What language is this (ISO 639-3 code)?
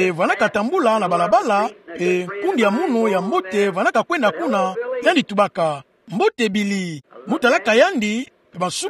ktu